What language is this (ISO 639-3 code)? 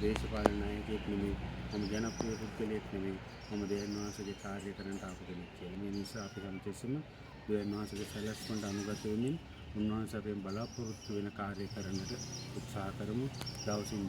sin